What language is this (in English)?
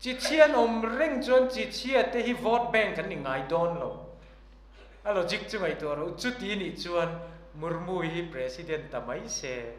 Mizo